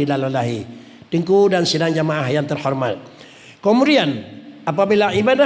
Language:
Achinese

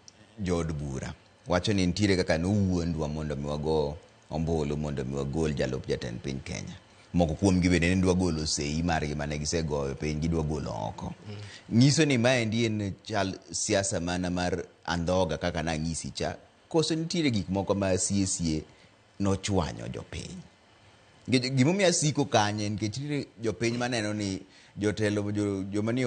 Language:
Luo (Kenya and Tanzania)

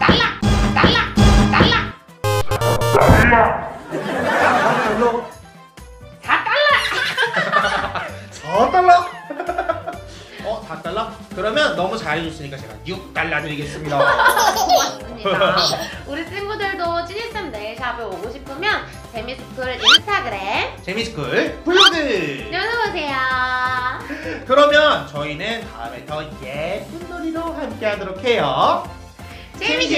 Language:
Korean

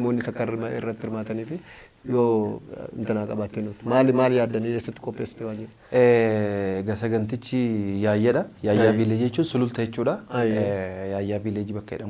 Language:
Oromo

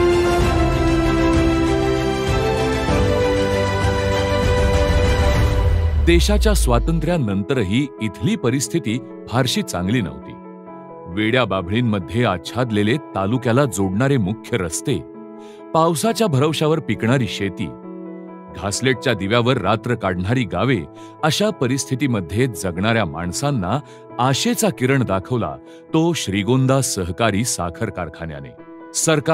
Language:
Marathi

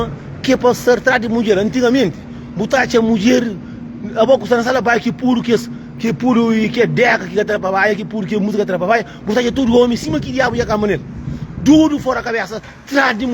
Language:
Kabuverdianu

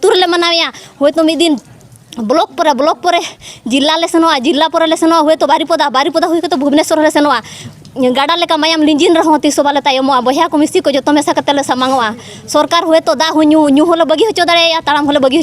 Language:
Santali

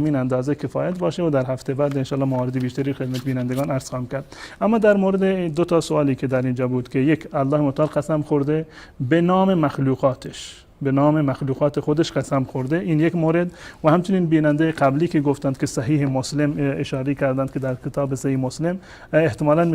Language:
Persian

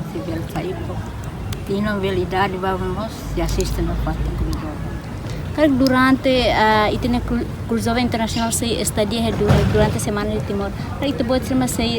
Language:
Tetum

